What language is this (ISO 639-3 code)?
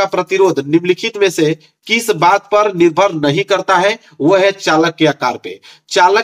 hin